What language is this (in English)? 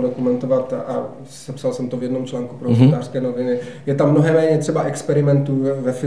Czech